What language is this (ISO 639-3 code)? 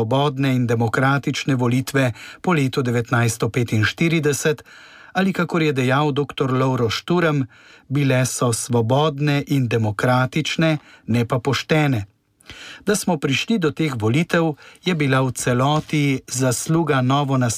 slv